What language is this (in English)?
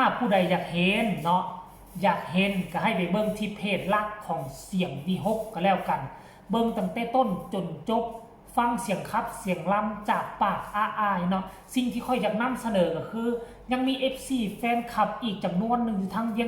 Northeastern Thai